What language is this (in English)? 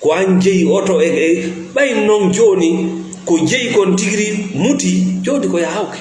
Fula